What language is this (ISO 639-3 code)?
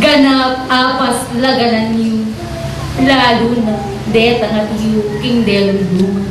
pam